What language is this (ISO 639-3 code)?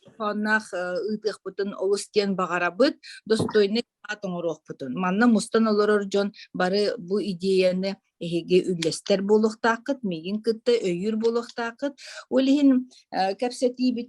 sah